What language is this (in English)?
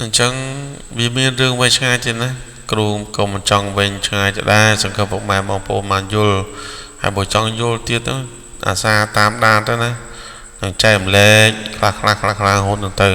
Khmer